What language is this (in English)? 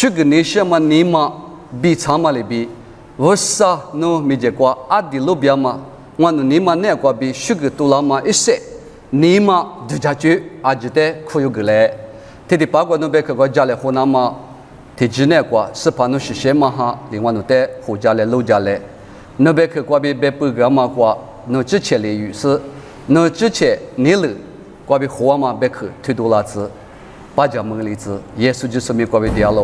Lisu